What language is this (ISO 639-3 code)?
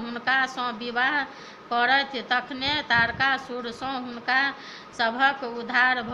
mai